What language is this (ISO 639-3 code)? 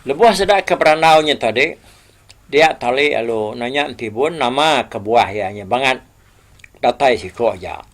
iba